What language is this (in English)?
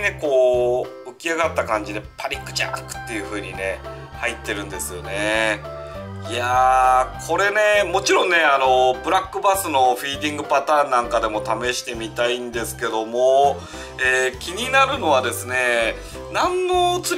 Japanese